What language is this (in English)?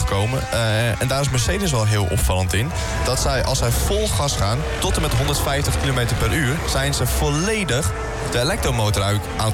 Dutch